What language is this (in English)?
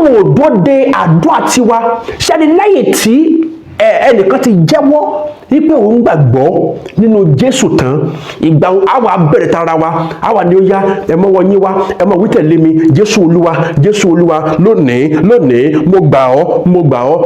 Yoruba